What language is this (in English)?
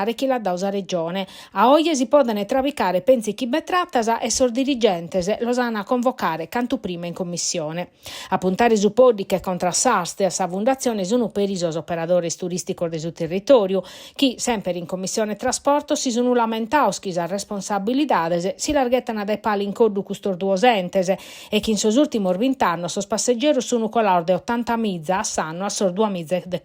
Sardinian